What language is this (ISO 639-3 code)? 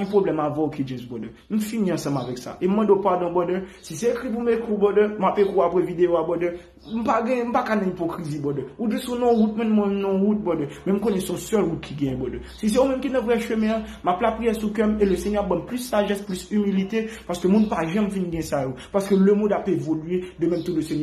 hat